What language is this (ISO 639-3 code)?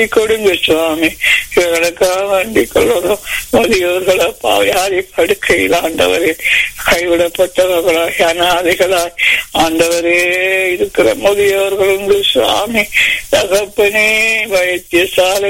tam